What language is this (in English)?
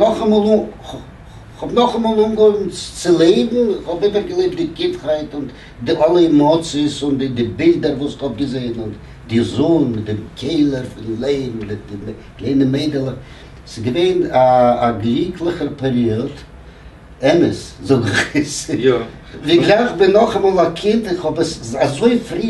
Yiddish